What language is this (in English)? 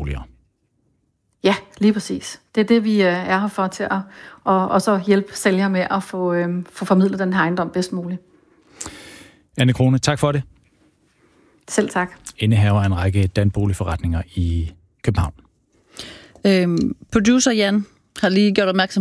Danish